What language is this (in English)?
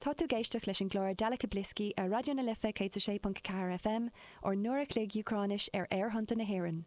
Irish